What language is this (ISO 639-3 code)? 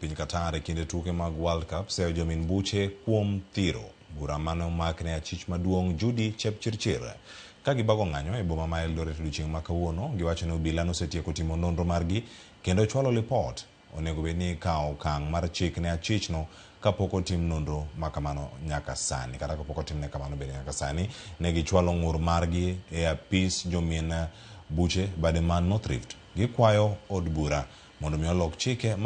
luo